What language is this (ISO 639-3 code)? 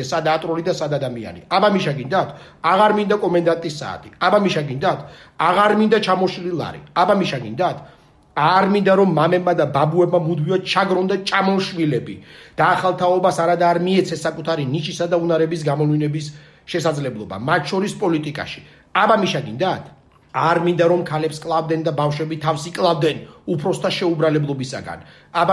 kat